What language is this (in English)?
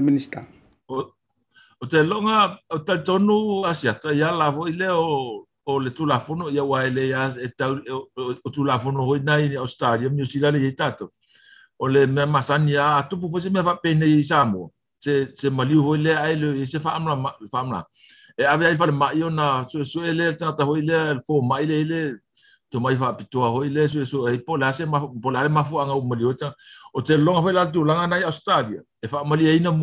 Samoan